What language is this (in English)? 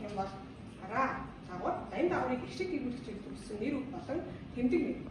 Mongolian